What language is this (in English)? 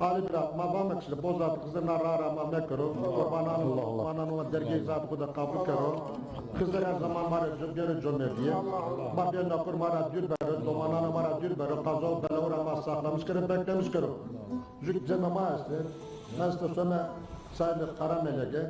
Zaza